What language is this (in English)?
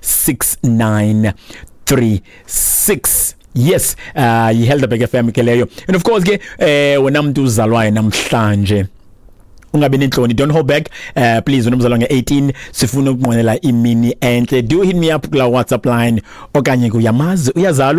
Xhosa